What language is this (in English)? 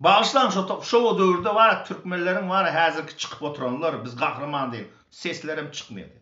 Turkmen